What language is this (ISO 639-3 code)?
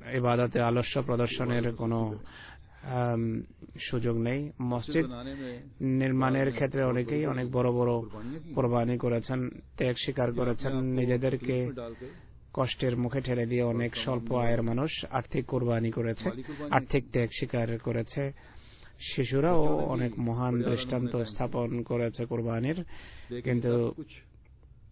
ben